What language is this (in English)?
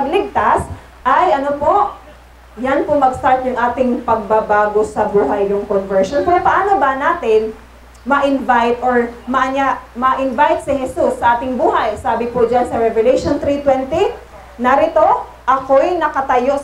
Filipino